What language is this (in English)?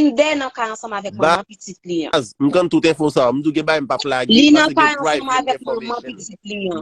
Haitian Creole